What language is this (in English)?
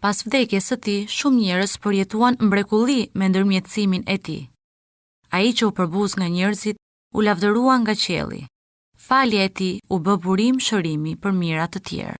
Albanian